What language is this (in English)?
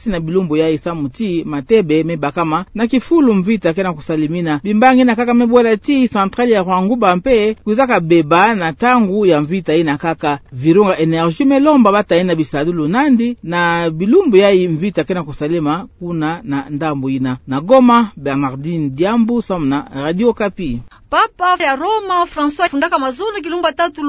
Kituba (Democratic Republic of Congo)